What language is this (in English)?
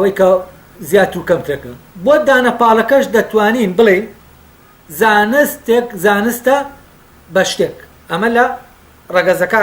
Central Kurdish